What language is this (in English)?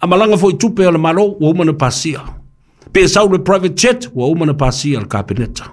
Samoan